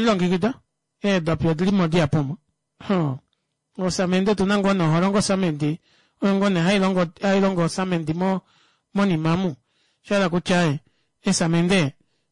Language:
Kuanyama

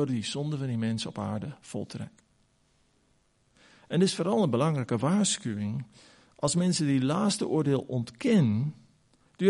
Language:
Afrikaans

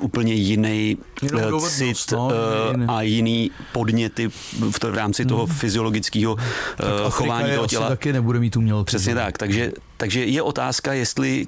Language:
Czech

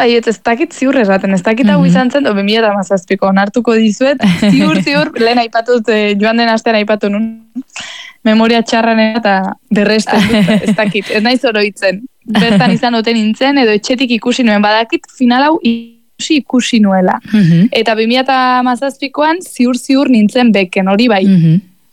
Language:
Basque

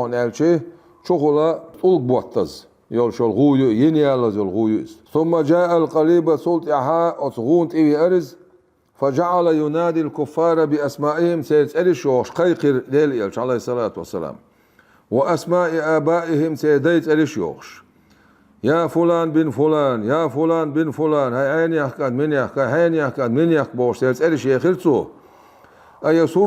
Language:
Chechen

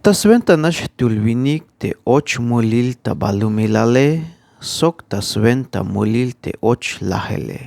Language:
Tzeltal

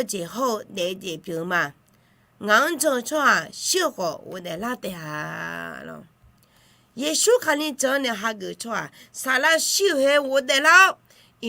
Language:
Akha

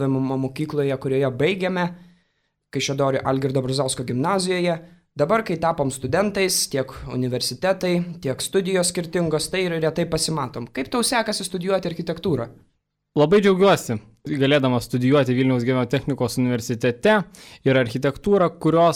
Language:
Lithuanian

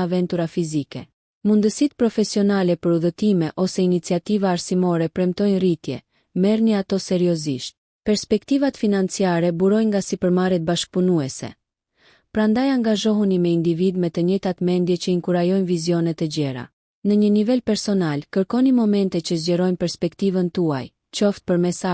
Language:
Albanian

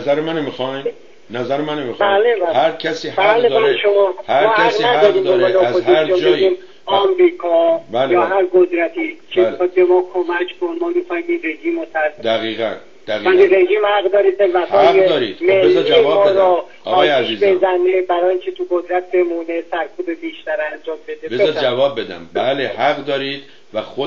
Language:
Persian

